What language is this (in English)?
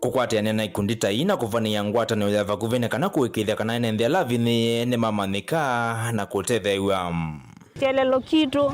Kamba